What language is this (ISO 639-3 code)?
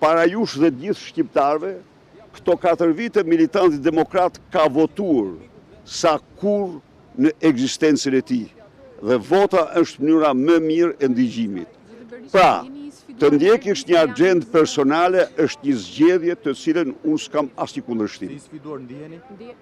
sqi